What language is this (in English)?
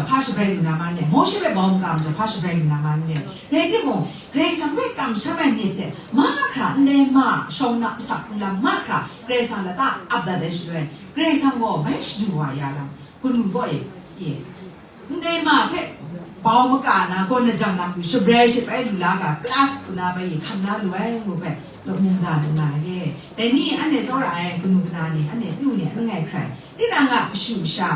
Kachin